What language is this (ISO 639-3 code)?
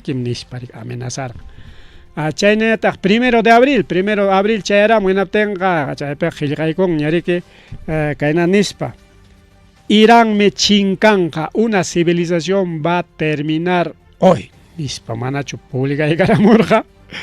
quy